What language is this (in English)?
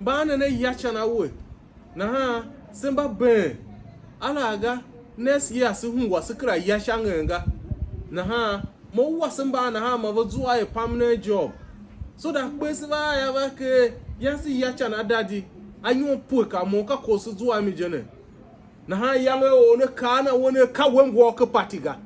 Tiv